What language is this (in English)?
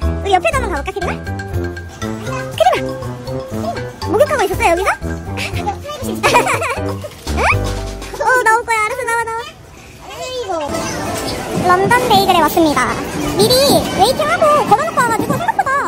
Korean